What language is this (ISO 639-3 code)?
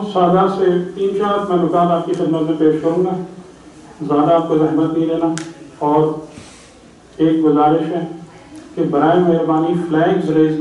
urd